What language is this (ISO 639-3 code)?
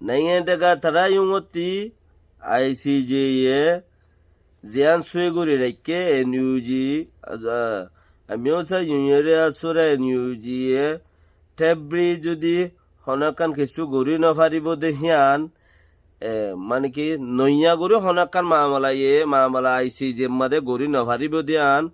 rhg